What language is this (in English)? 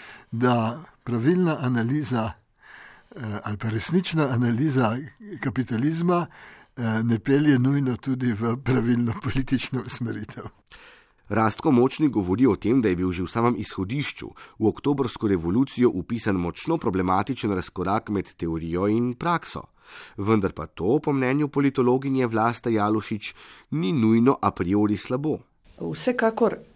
Slovenian